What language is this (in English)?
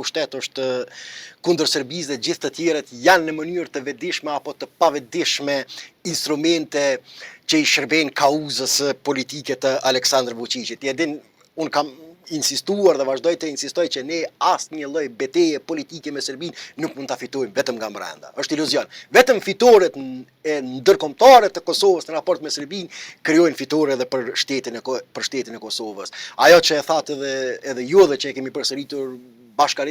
Albanian